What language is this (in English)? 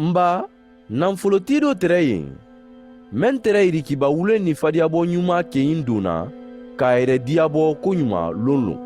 Mandingo